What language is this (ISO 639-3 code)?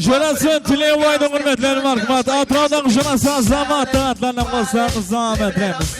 kaa